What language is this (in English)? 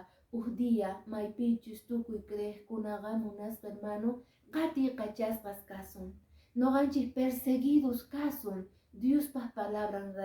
Quechua